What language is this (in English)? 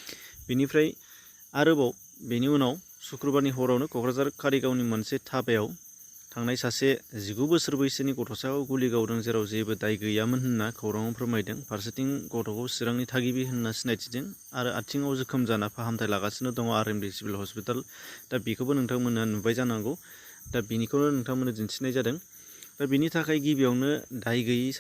Bodo